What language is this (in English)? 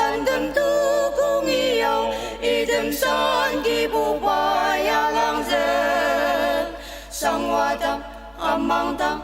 Ao Naga